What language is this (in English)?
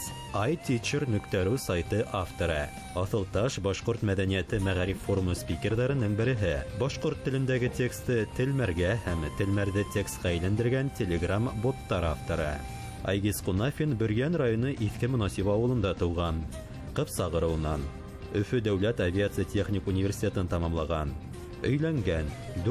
Bashkir